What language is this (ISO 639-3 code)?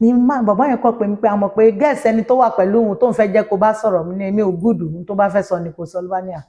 yor